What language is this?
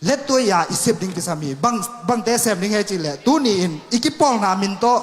Tedim Chin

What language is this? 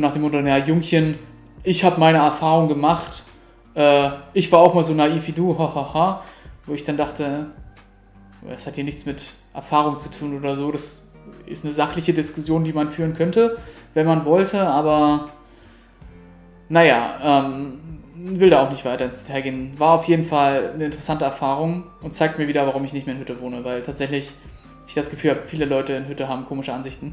German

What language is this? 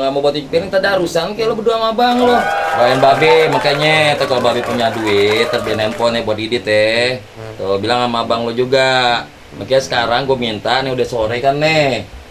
Betawi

